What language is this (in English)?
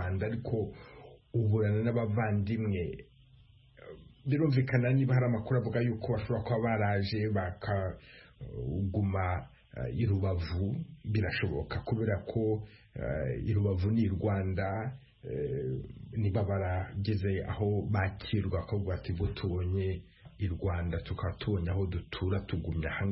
Kinyarwanda